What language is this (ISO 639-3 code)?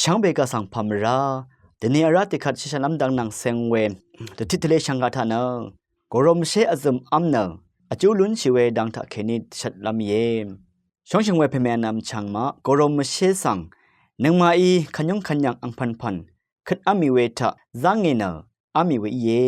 raw